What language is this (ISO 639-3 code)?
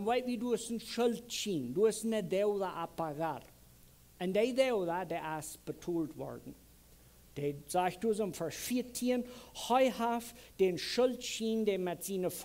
pdt